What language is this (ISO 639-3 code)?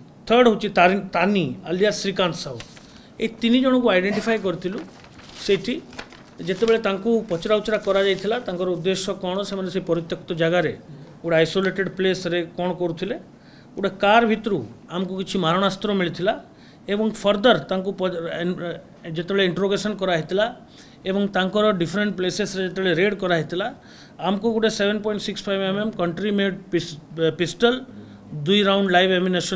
ori